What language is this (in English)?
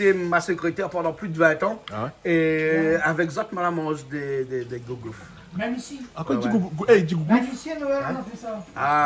Réunion Creole French